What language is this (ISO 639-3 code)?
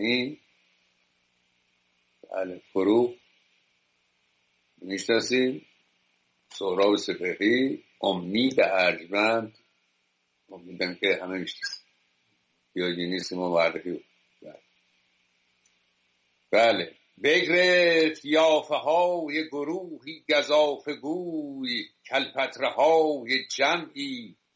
fas